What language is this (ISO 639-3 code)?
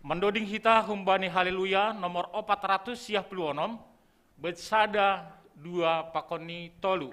bts